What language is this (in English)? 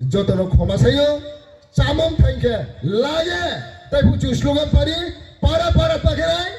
Riang (India)